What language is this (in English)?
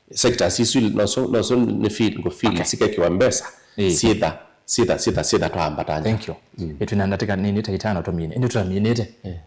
Kamba